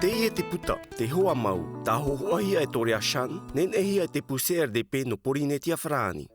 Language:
Tahitian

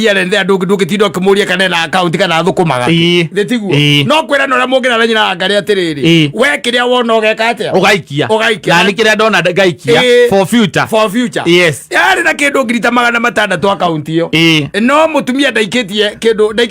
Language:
Kikuyu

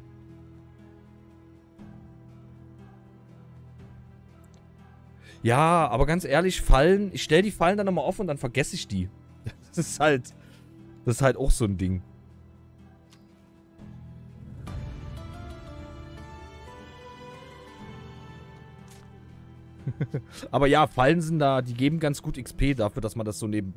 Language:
German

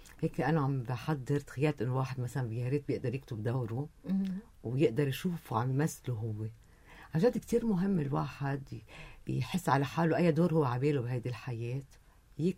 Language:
North Levantine Arabic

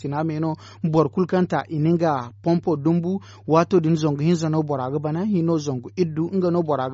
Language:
Zarma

